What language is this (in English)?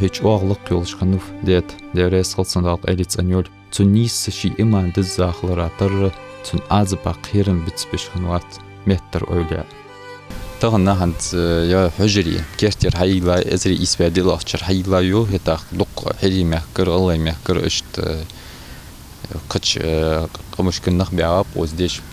Ingush